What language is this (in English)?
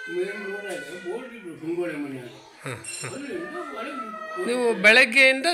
Kannada